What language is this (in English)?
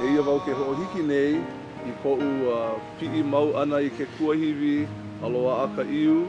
Hawaiian